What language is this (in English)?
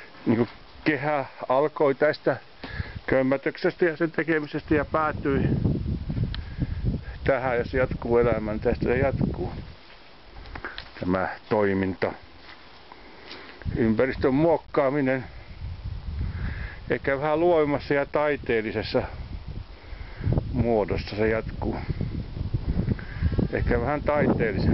Finnish